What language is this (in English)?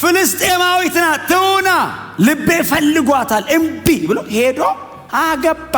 Amharic